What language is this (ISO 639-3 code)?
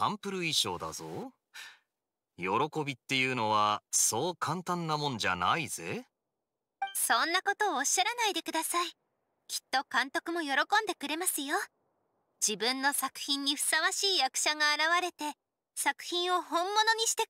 jpn